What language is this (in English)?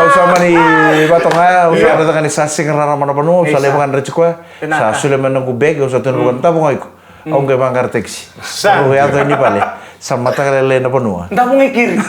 Fijian